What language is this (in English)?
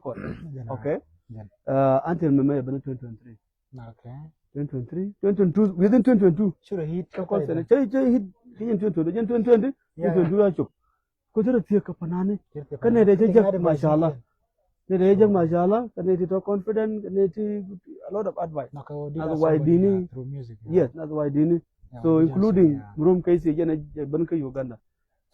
Nuer